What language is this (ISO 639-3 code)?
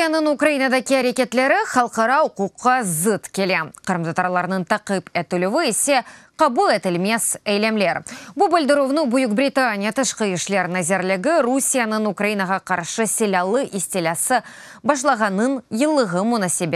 crh